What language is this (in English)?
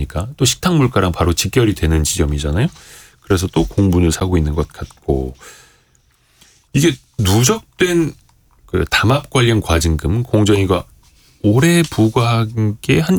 Korean